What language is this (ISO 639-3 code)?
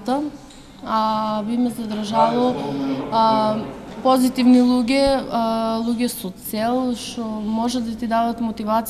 mkd